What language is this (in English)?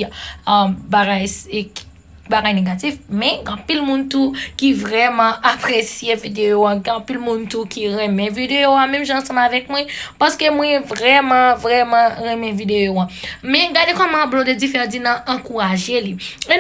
Haitian Creole